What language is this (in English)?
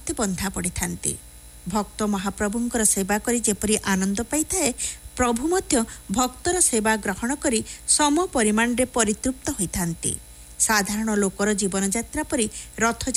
Odia